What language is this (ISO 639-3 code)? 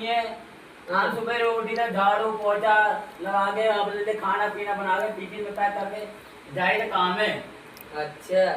awa